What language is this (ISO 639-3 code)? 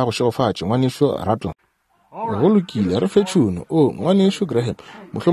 nso